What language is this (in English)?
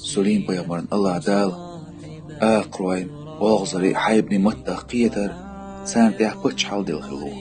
Chechen